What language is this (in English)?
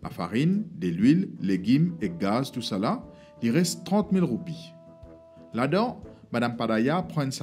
Morisyen